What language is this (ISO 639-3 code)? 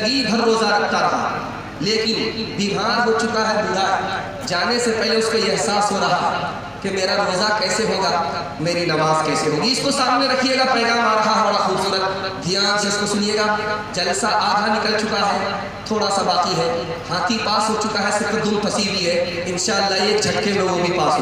urd